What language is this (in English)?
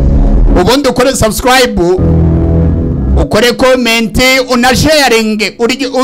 Kinyarwanda